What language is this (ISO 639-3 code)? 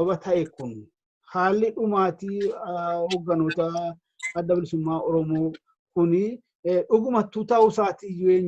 orm